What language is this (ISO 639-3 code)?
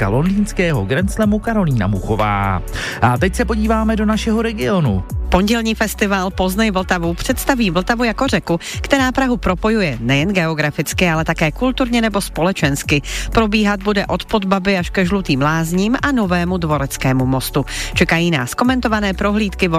ces